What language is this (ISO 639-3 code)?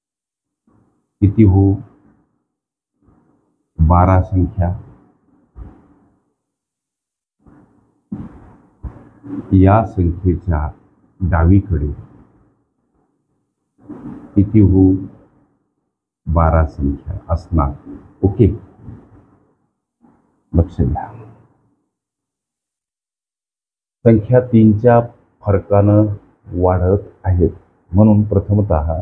mar